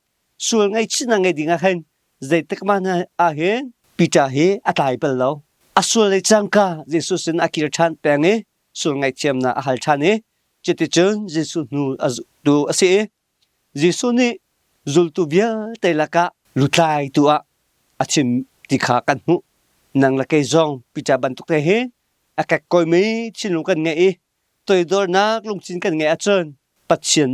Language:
Hakha Chin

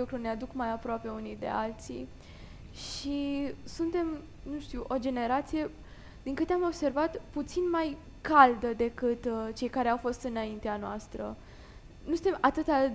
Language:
Romanian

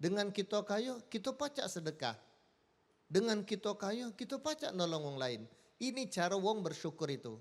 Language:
Musi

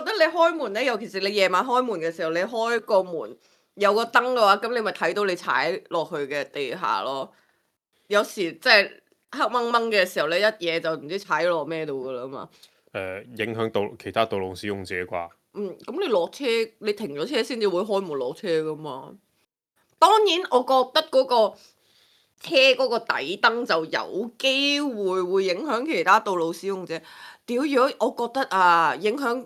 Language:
Cantonese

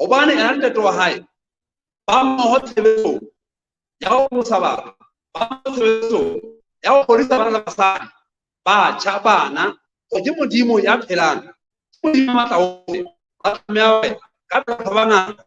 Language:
Southern Sotho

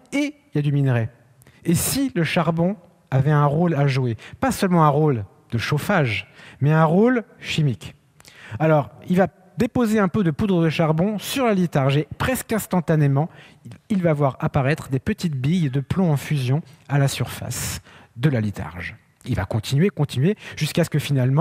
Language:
French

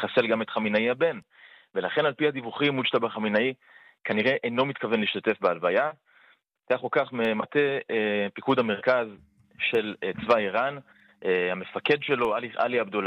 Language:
Hebrew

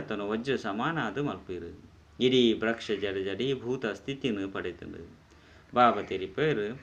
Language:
Tulu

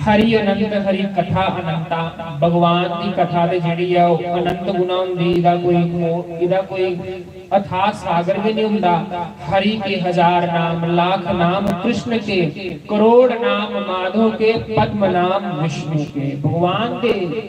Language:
Dogri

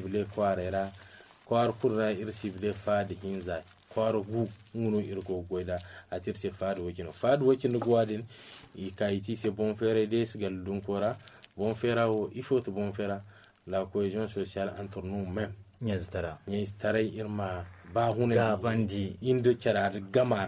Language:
Zarma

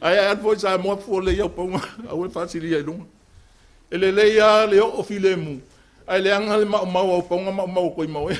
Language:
Samoan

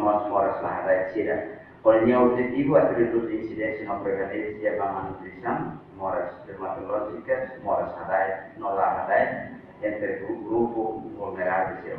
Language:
Tetum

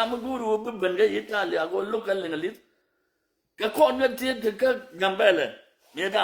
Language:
Nuer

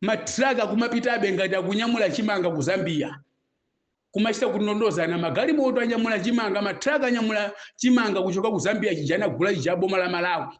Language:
Nyanja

